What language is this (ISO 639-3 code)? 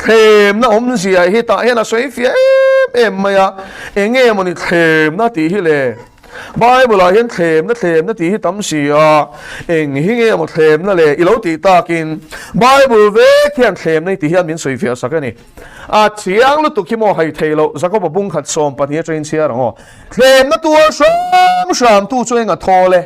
lus